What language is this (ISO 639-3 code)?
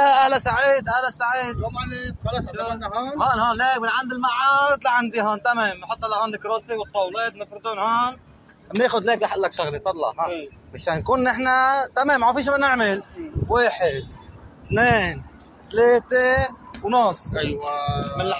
apc